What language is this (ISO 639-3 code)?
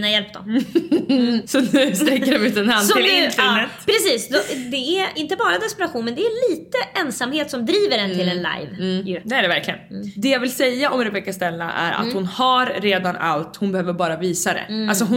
swe